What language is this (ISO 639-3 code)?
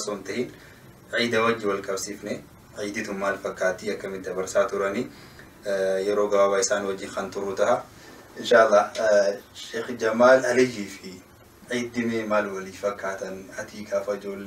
orm